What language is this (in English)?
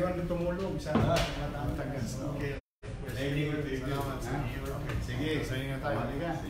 Filipino